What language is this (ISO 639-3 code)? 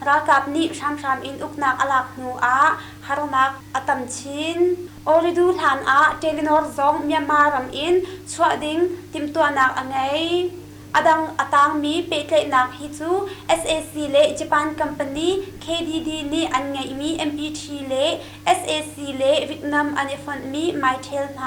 cnh